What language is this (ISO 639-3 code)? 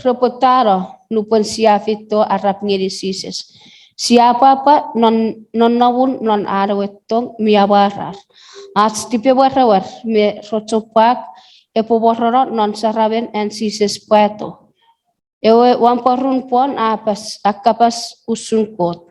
chk